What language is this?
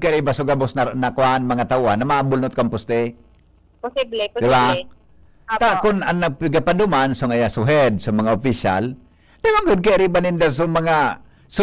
Bikol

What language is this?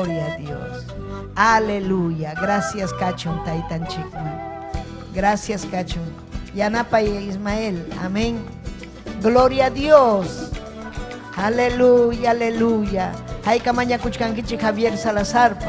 Ayacucho Quechua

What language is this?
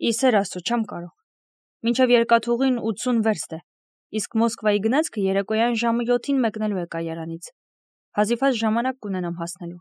Armenian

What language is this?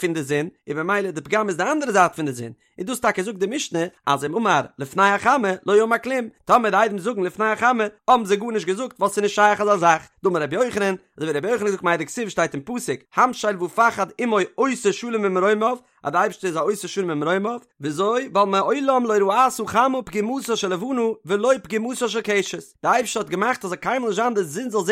Yiddish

